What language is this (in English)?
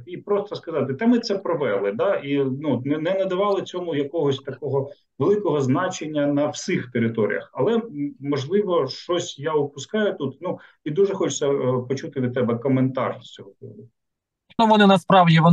Ukrainian